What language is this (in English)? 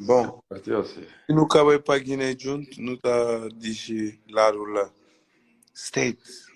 Kabuverdianu